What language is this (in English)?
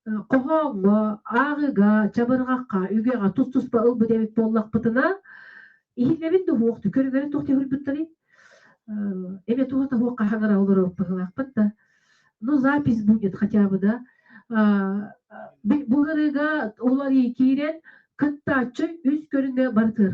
Yakut